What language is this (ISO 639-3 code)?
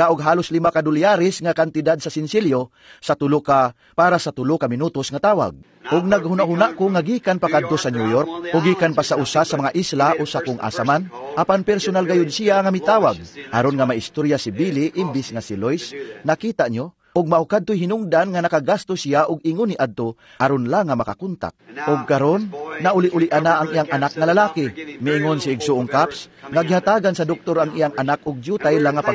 ceb